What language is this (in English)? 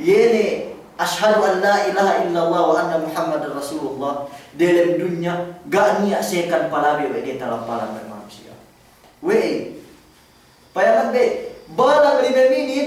Yakan